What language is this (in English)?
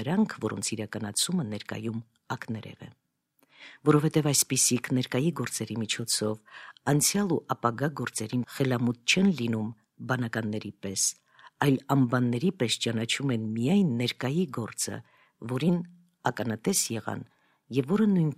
Armenian